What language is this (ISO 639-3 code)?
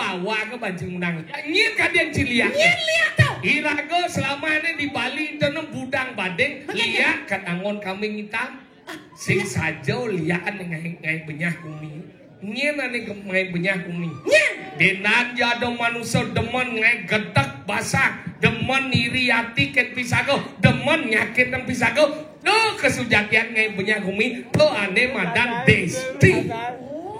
ban